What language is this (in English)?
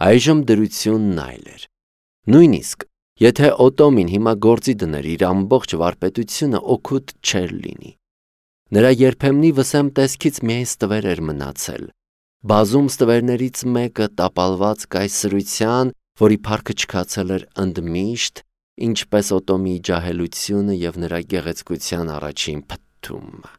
Armenian